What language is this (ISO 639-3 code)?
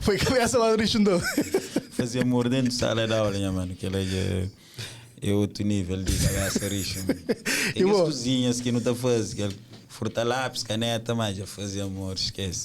kea